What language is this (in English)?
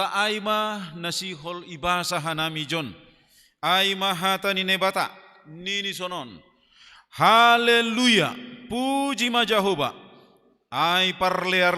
Batak Simalungun